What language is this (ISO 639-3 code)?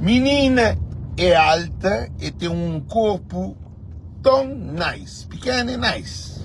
kea